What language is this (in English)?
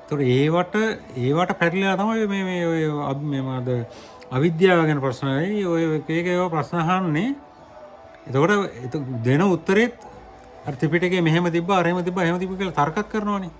Sinhala